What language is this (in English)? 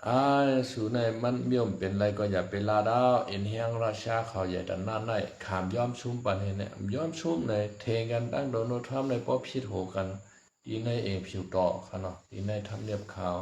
Shan